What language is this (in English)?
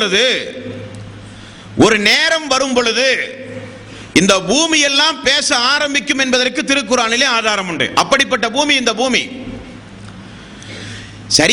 Tamil